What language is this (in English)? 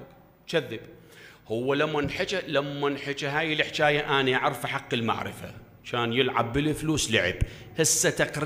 Mesopotamian Arabic